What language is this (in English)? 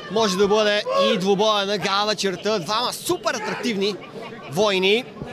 Bulgarian